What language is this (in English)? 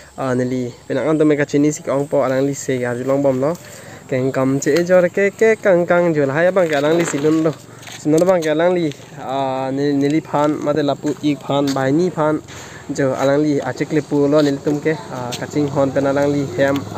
Karbi